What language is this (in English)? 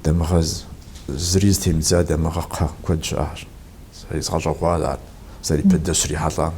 Kabardian